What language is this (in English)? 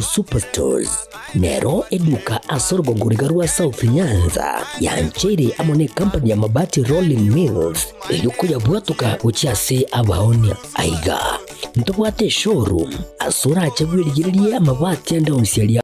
Gusii